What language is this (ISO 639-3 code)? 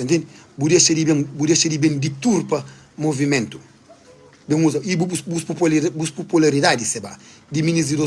kea